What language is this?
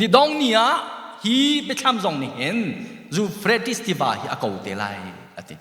Hakha Chin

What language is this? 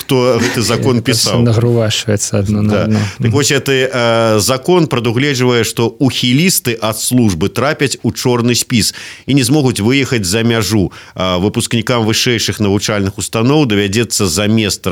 Belarusian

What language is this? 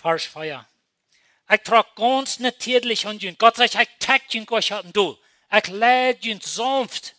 Plautdietsch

